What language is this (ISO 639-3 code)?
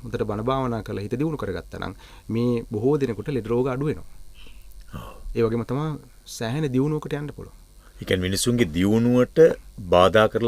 sin